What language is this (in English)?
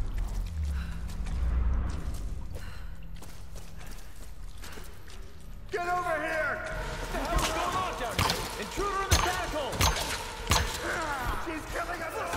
English